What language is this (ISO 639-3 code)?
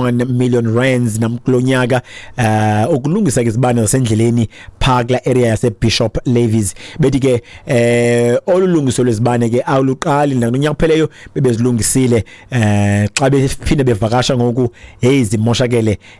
xho